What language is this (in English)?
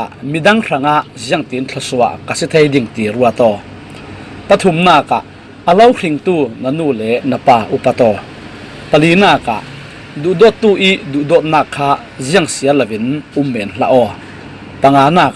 Falam Chin